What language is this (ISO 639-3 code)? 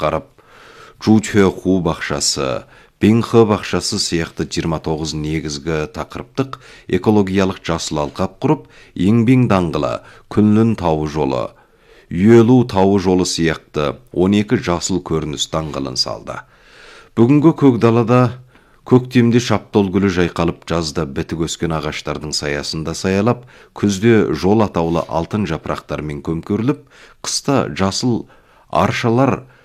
kaz